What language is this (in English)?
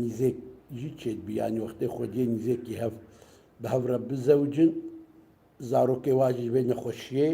Kurdish